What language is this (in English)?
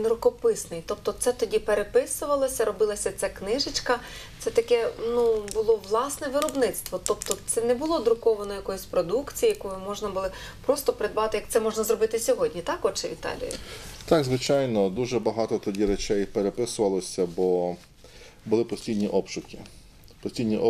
Ukrainian